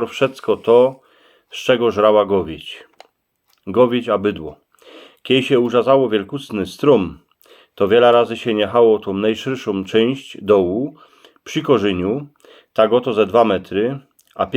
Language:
Silesian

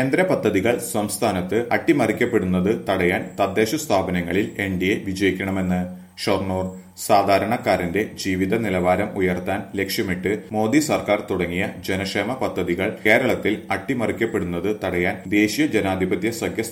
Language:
Malayalam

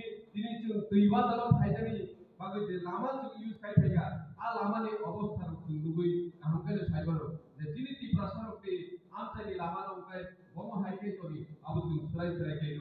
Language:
Kok Borok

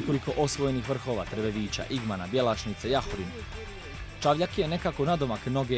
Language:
Bosnian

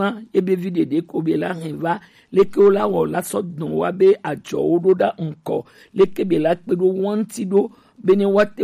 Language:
Gen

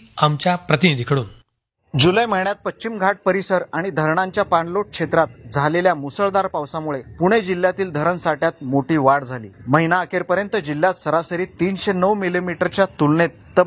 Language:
Marathi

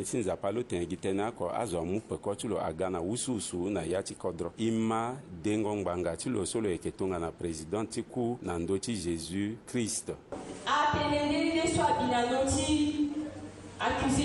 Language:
Sango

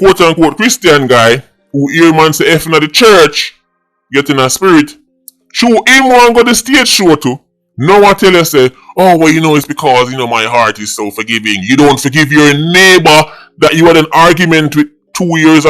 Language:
Jamaican Creole English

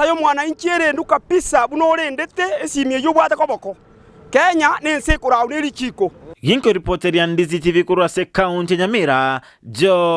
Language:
Gusii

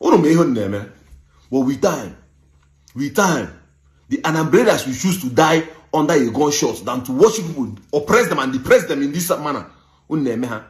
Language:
Igbo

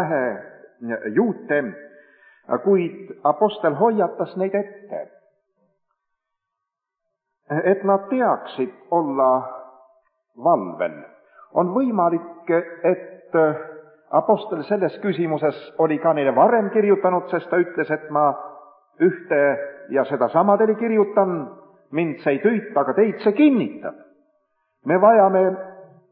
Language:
Estonian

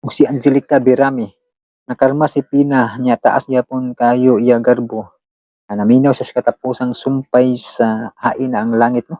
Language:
Cebuano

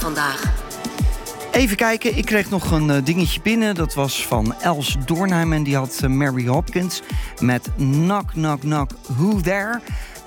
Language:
Dutch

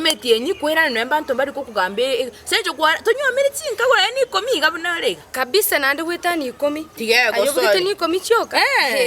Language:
Gusii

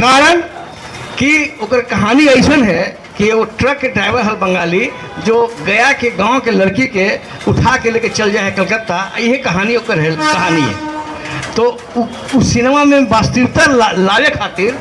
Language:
Magahi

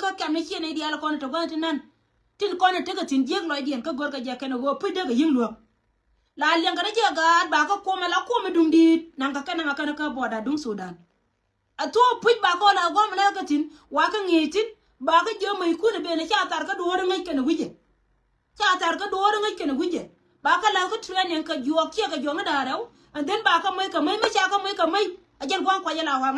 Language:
Nuer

